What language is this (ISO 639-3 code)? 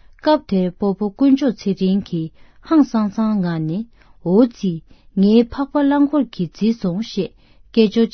bod